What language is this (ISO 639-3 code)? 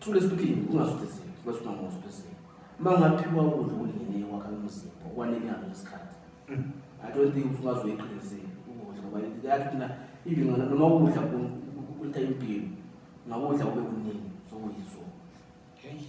zul